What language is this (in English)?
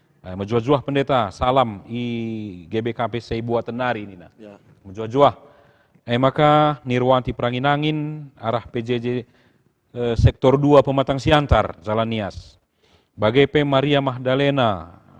Batak Karo